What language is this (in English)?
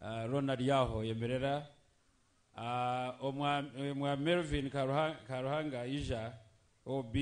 Nyankole